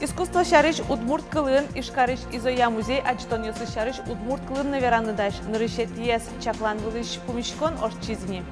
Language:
Udmurt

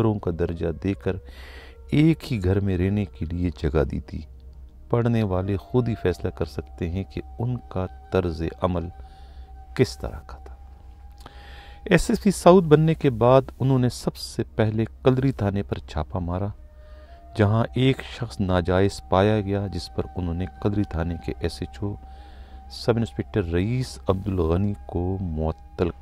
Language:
Urdu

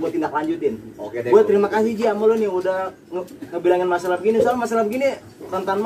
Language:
Betawi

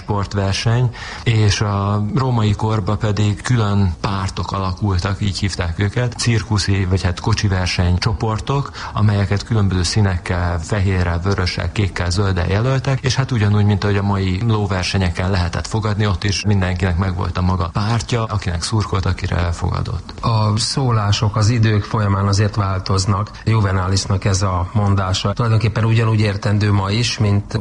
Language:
Hungarian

